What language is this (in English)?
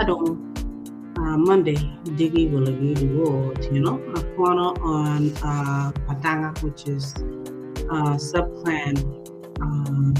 Acoli